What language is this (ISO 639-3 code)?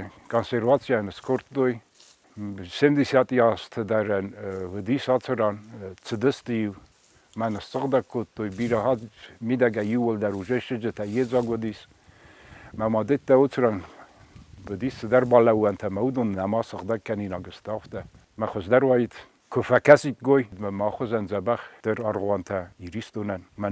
oss